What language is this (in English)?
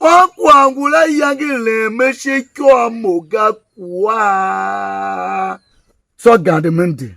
Tiv